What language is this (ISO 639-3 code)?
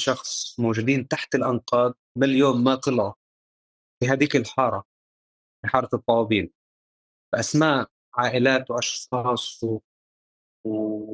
apc